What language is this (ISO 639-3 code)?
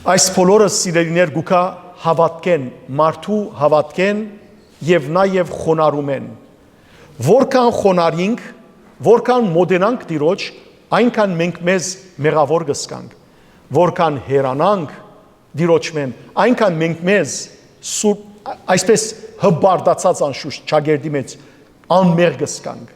hyw